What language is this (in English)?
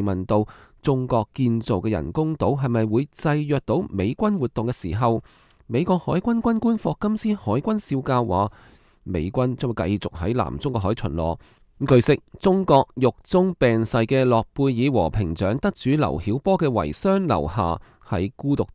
Cantonese